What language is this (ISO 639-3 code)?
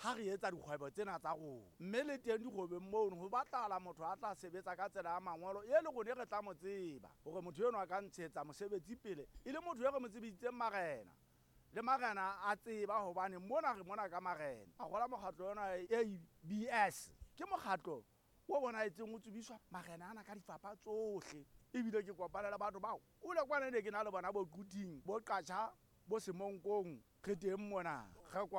sot